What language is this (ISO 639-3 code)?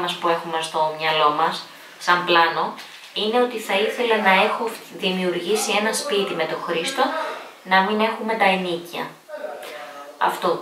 ell